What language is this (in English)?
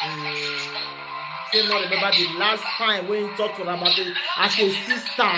Nigerian Pidgin